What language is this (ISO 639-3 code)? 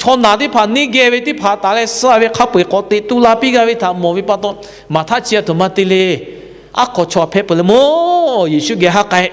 lhu